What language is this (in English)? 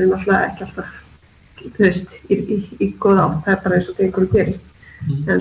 Icelandic